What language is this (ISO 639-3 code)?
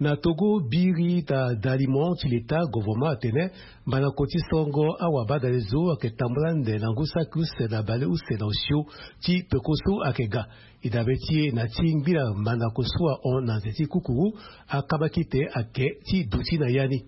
sag